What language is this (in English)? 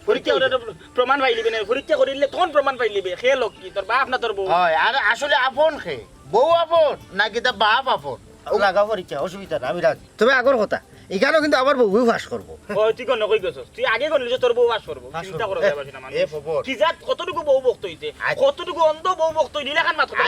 Sylheti